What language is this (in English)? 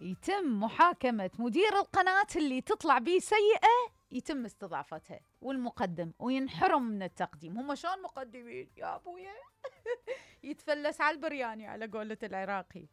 Mesopotamian Arabic